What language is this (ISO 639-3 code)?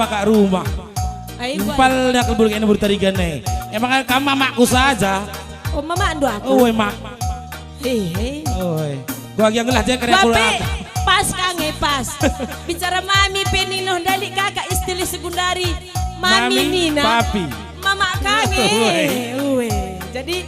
btx